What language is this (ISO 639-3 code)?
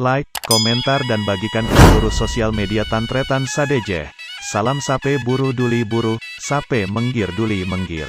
mad